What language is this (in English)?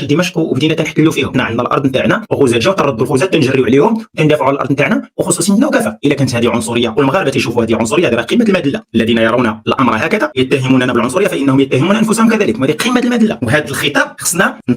Moroccan Arabic